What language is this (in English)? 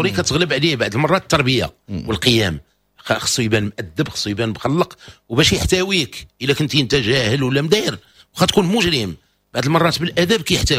Moroccan Arabic